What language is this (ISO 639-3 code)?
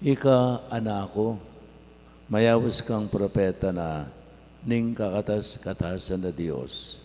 pam